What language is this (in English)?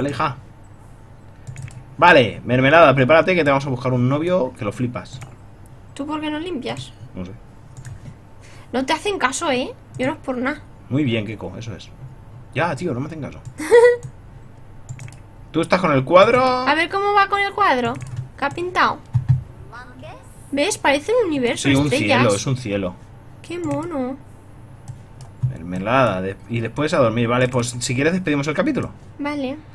Spanish